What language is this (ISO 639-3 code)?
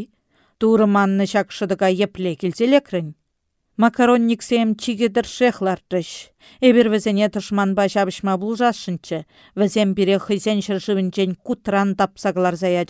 chv